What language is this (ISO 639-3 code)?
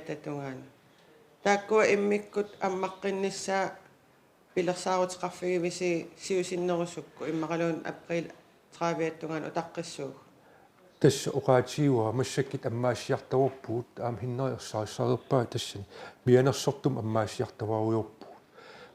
kal